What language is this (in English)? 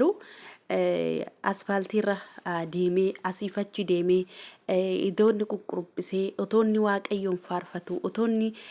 Oromo